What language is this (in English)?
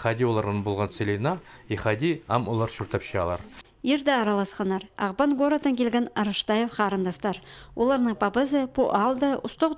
Khakas